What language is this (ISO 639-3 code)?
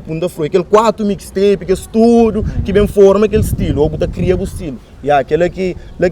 kea